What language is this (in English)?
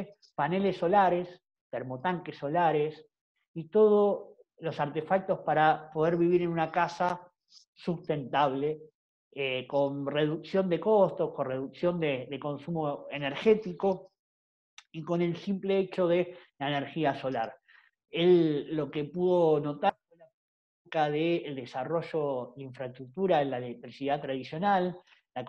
Spanish